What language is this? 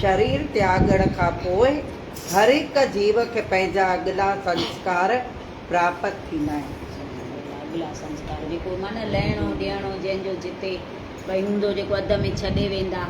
Sindhi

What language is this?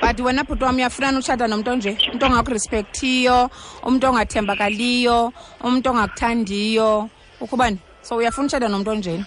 Xhosa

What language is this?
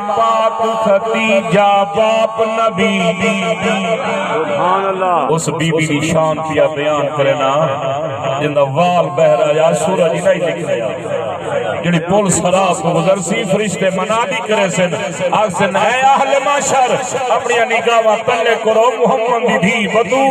Saraiki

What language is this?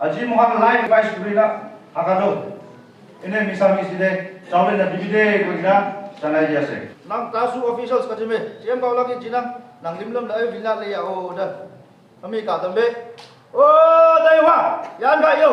Naga Pidgin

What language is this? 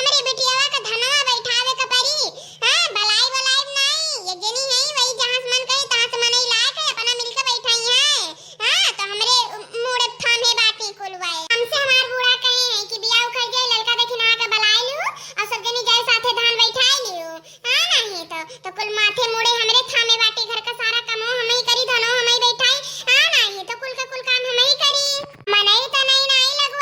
Awadhi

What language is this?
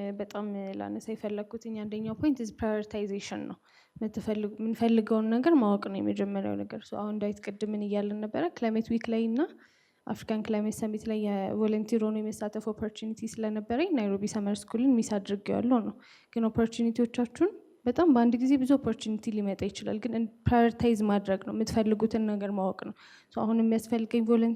Amharic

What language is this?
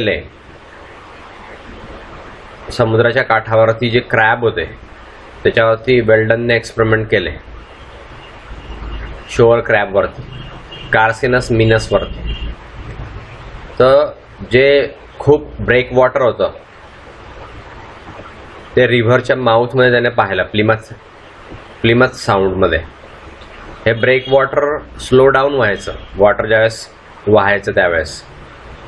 Marathi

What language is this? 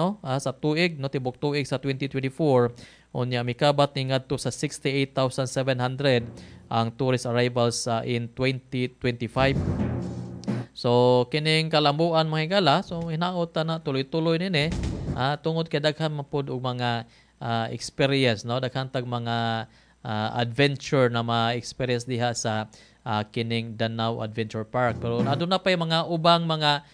Cebuano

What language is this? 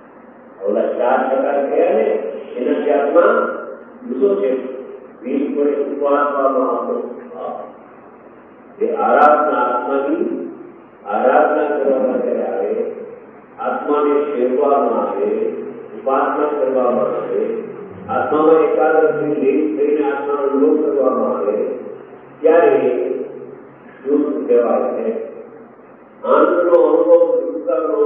Gujarati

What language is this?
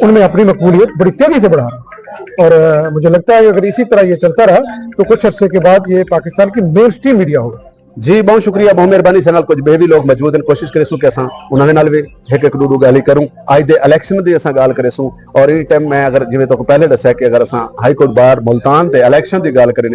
Saraiki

